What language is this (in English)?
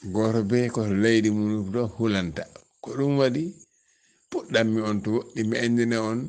Fula